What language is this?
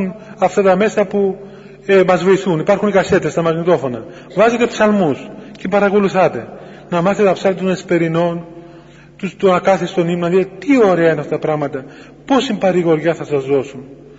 Greek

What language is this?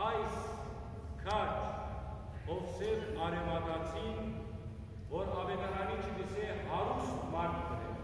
Western Armenian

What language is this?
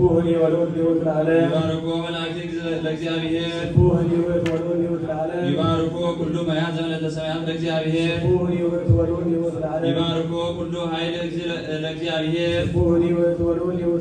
Geez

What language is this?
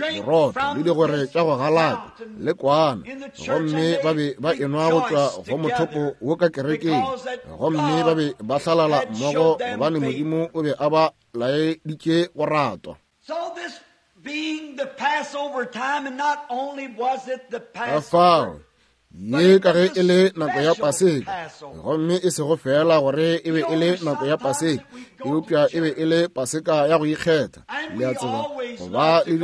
Northern Sotho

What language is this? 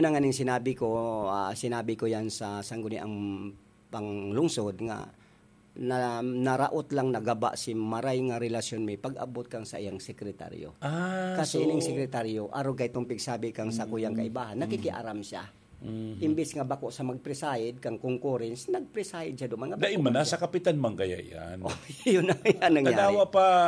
Bikol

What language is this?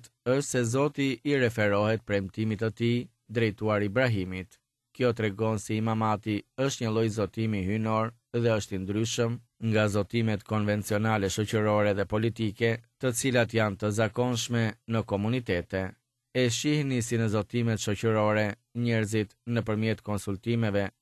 Albanian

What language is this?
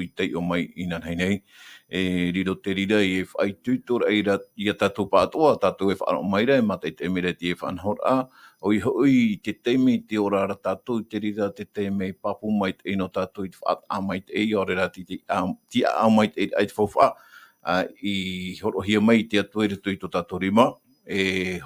Tahitian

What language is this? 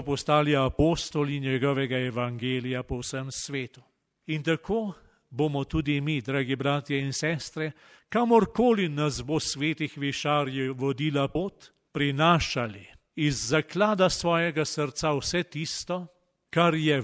Slovenian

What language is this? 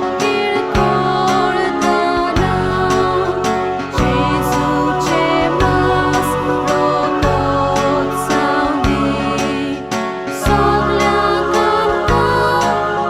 Konkani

